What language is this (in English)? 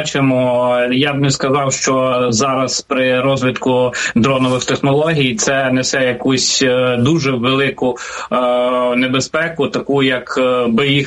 Ukrainian